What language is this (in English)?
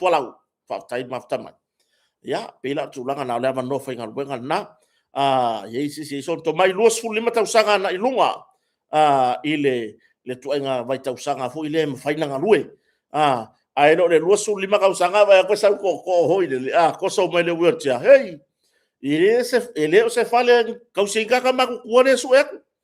Samoan